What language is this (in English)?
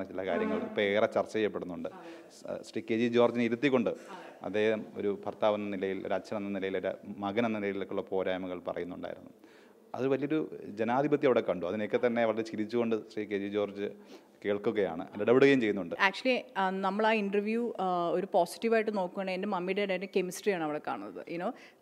Malayalam